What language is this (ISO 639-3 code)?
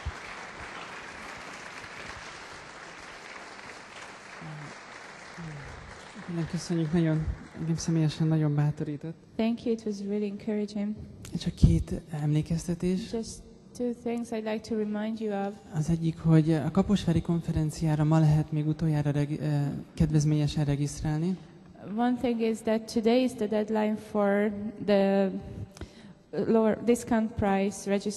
hun